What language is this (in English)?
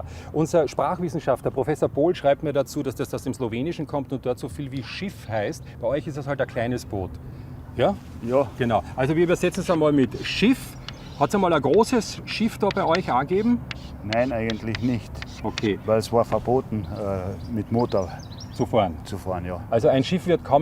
Bavarian